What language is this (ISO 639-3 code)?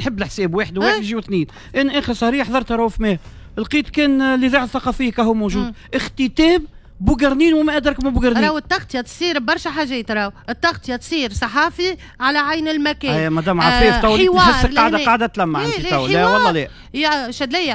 aeb